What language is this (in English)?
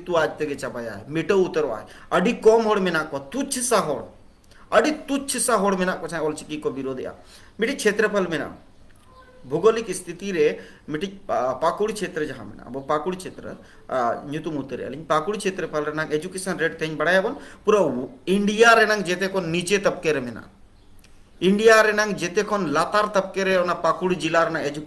Santali